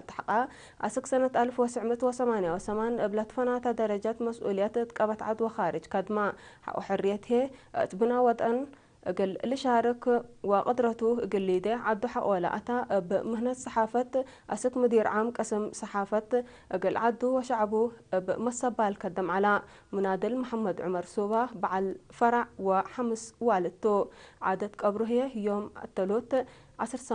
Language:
Tigre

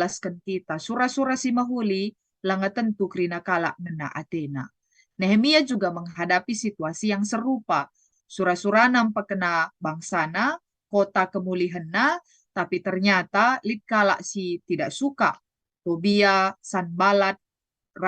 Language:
Batak Karo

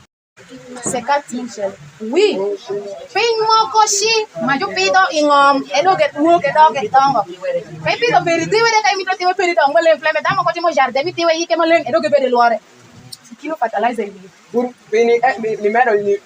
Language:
Alur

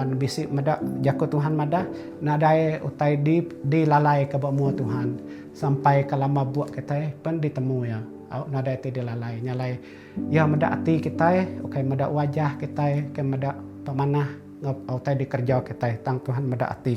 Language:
Iban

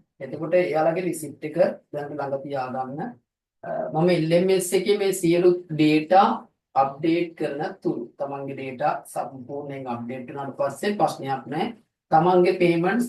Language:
Sinhala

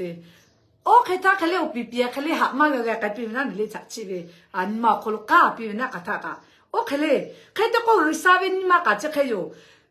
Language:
Lahu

